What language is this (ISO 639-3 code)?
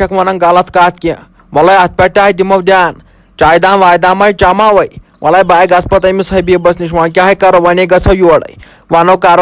kas